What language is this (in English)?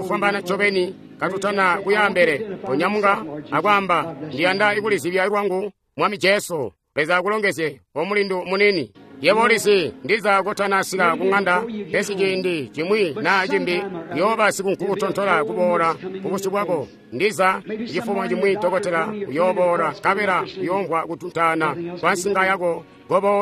Tonga (Zambia)